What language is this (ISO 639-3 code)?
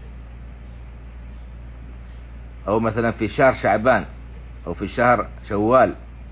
ara